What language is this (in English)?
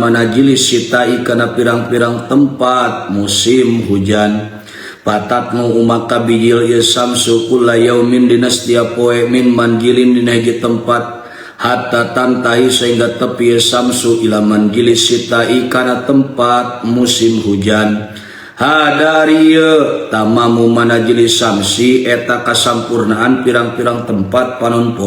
Sundanese